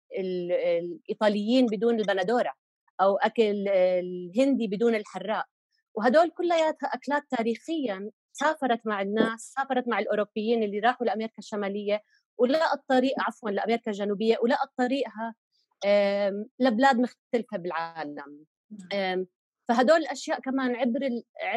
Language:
North Levantine Arabic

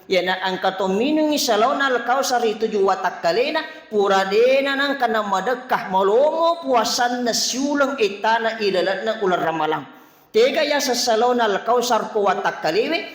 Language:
Buginese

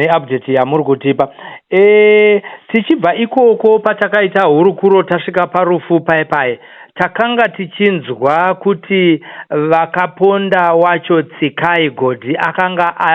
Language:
Shona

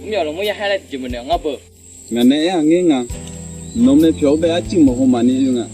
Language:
Akha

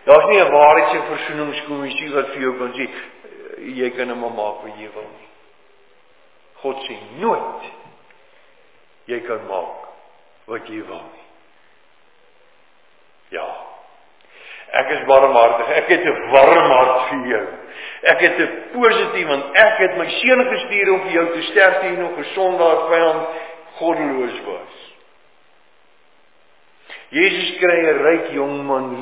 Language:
Afrikaans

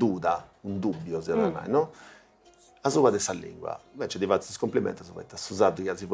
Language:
Sardinian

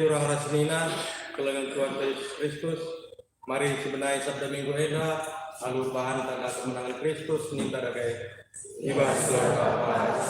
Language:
Batak Karo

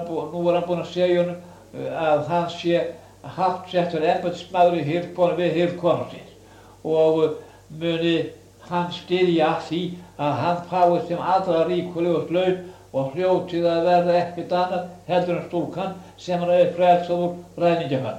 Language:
Icelandic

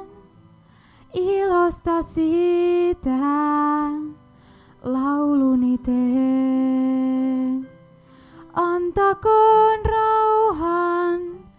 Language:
Finnish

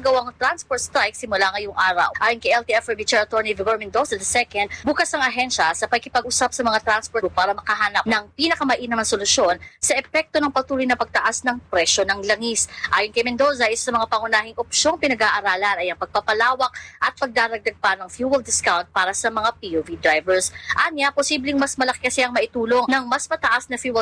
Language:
Filipino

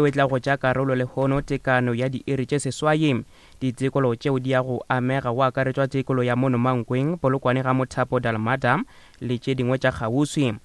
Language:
Northern Sotho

